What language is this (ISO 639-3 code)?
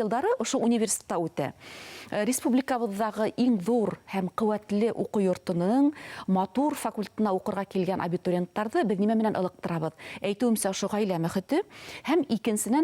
bak